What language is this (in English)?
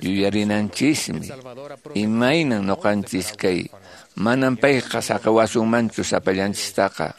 Quechua